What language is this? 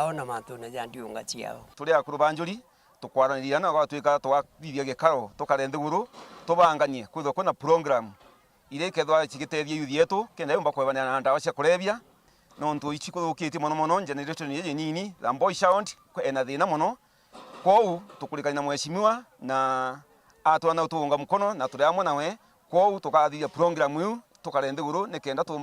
Meru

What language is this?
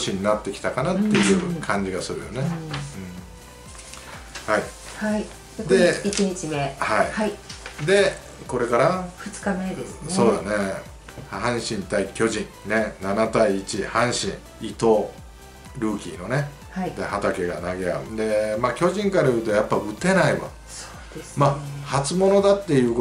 Japanese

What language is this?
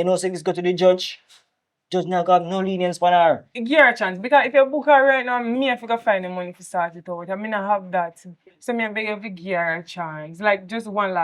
Jamaican Creole English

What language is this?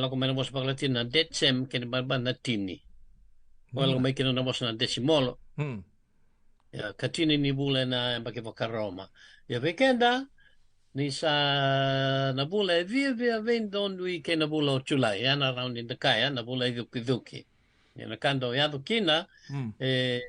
Fijian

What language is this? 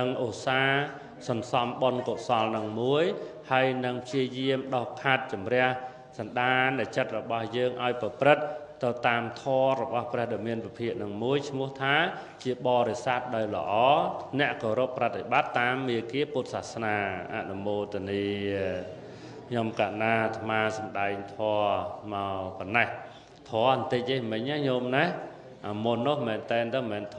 Khmer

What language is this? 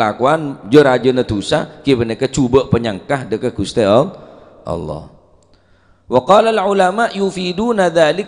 Madurese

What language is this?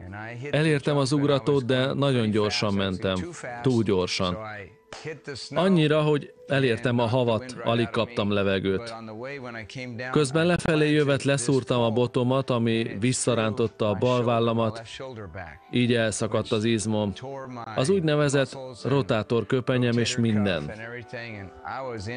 Hungarian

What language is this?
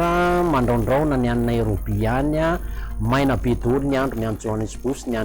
Malagasy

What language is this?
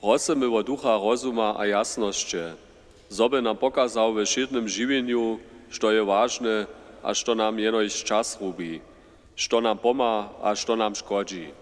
Upper Sorbian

